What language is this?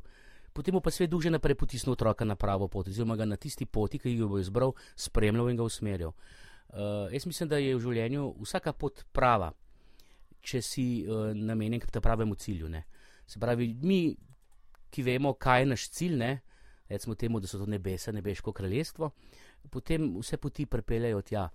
Slovenian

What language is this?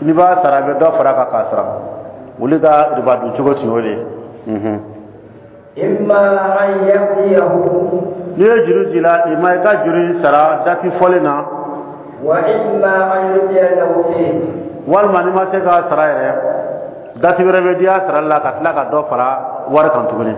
Dyula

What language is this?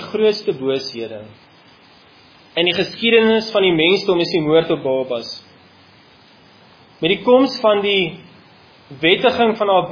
Afrikaans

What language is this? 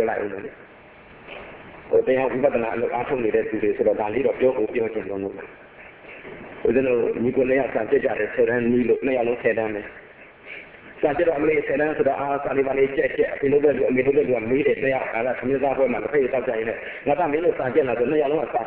Burmese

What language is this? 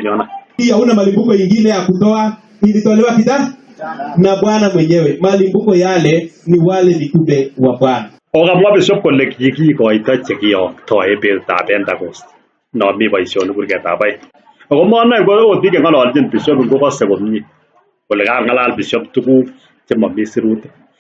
Kalenjin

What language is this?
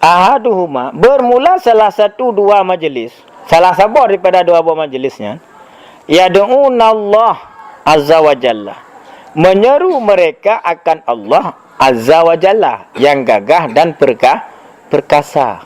Achinese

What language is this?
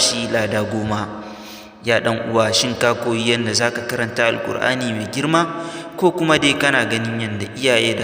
Hausa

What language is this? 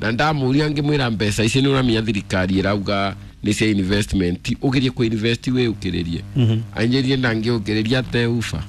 Kikuyu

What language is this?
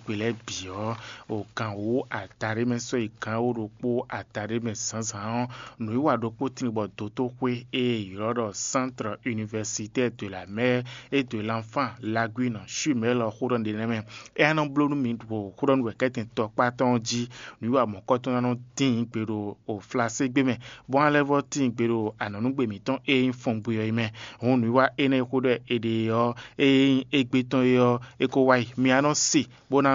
Fon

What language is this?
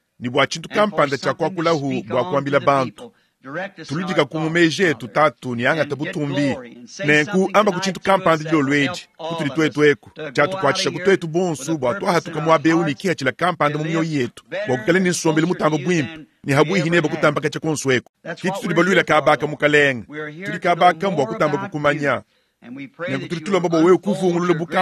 Luba-Lulua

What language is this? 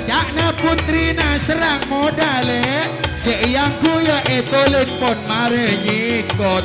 Madurese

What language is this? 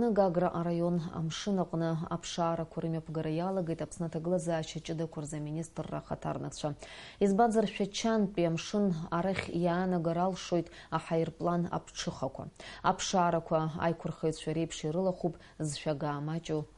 Abkhazian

